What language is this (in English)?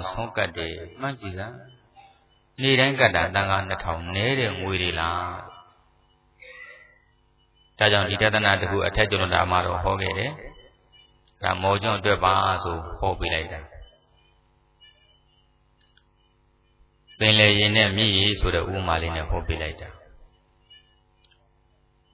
Burmese